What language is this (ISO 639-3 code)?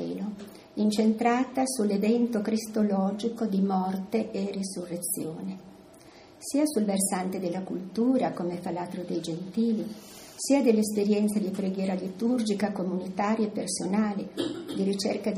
ita